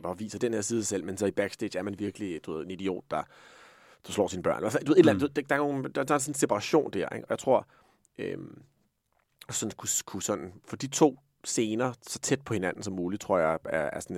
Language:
Danish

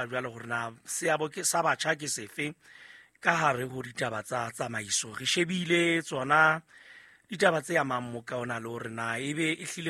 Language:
Southern Sotho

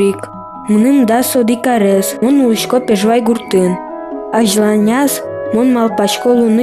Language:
Udmurt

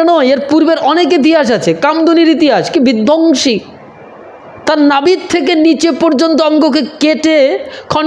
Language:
Bangla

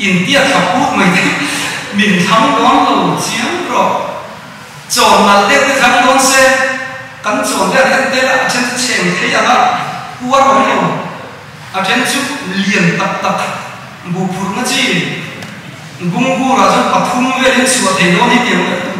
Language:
Mizo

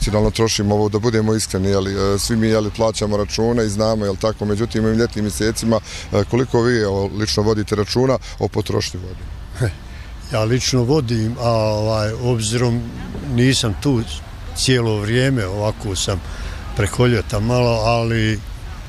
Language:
Bosnian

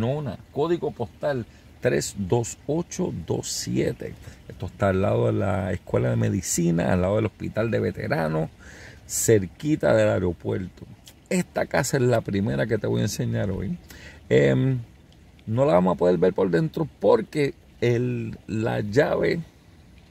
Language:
Spanish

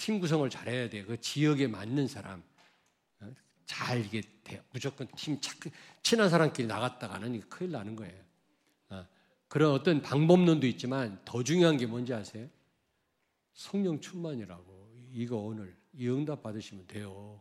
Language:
Korean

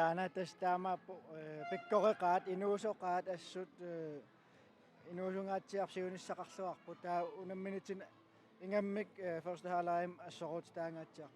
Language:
Kalaallisut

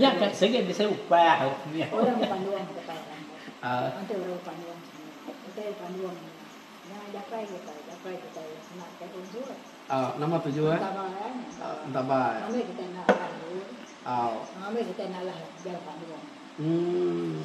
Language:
Iban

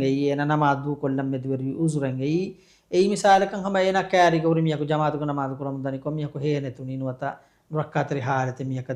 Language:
Divehi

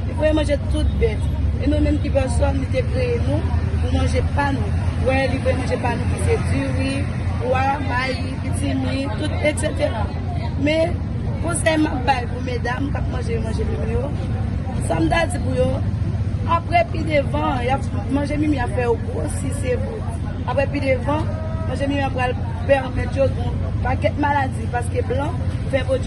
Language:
Haitian Creole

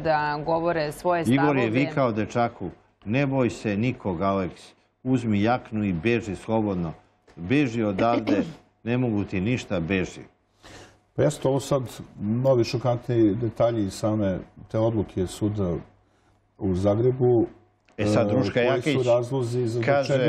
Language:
Serbian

